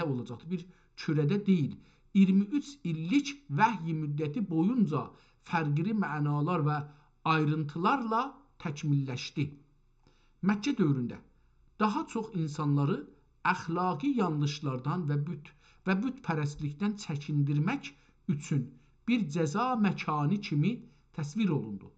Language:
South Azerbaijani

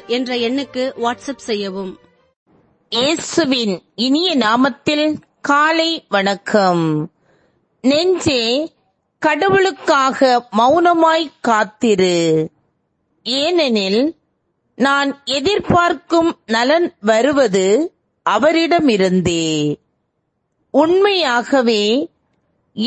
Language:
Tamil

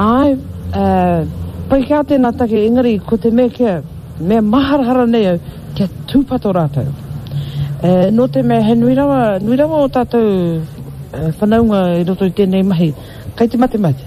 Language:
Māori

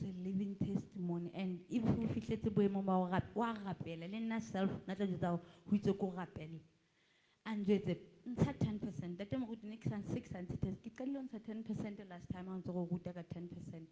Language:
Southern Sotho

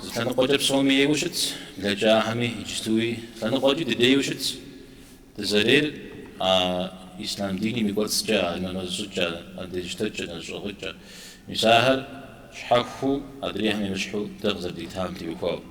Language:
Kabardian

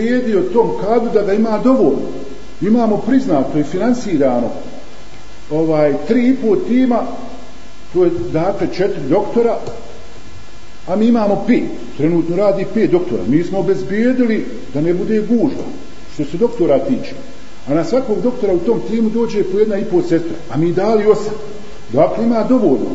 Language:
Bosnian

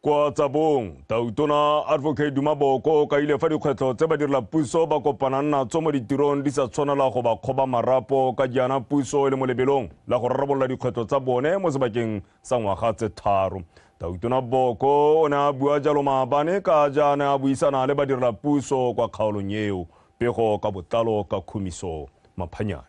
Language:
Tswana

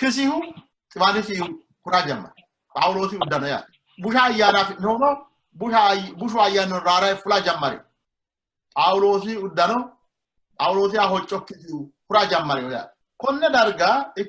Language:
Sidamo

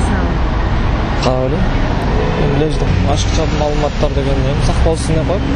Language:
Kyrgyz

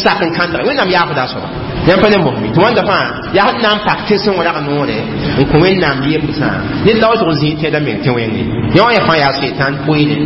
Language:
Mossi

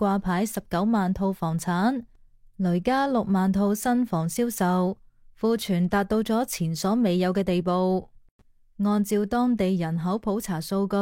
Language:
Cantonese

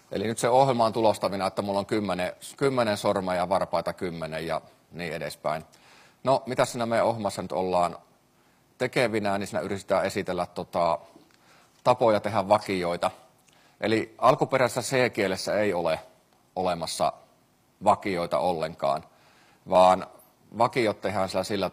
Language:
Finnish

